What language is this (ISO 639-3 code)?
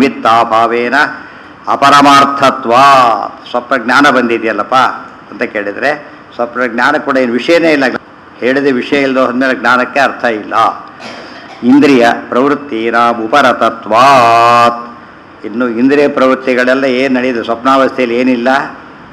kan